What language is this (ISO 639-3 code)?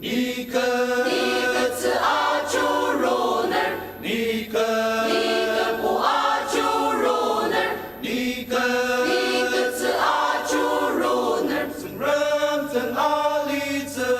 njo